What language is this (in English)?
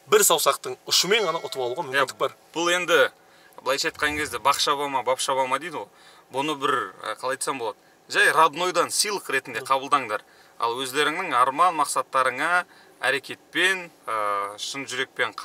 Kazakh